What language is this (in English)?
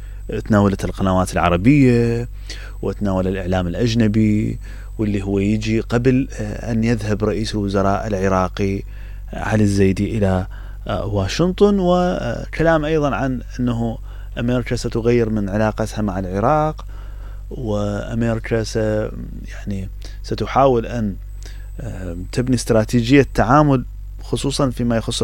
Mesopotamian Arabic